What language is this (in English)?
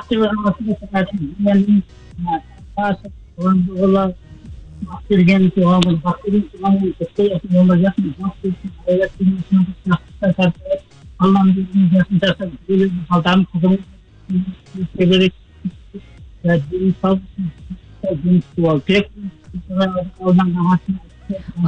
Kazakh